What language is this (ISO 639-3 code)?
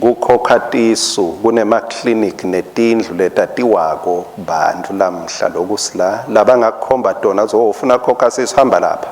ssw